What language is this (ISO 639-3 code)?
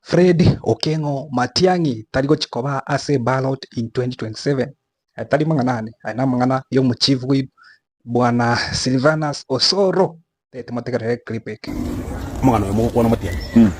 guz